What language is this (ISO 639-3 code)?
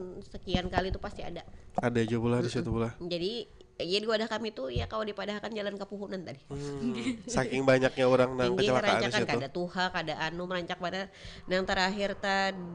bjn